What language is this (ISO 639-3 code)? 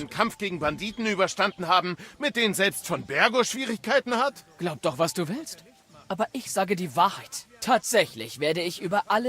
bar